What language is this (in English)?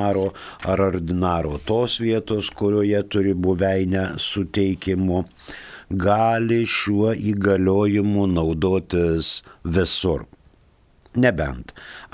Lithuanian